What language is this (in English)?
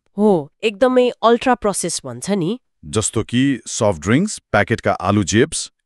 Nepali